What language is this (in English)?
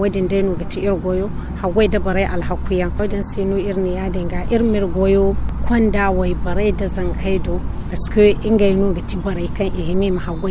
Zarma